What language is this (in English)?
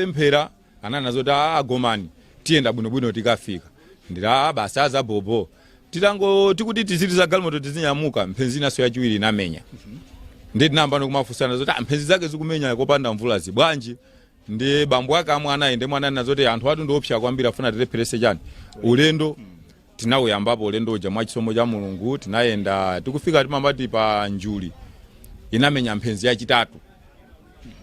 Nyanja